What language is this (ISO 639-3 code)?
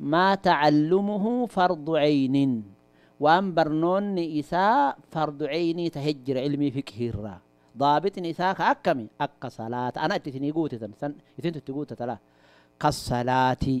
orm